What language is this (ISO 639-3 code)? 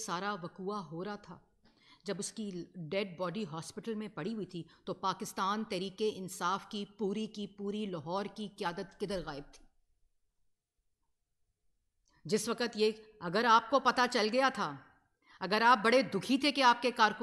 urd